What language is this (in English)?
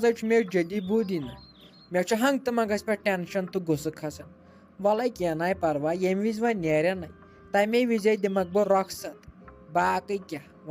Kashmiri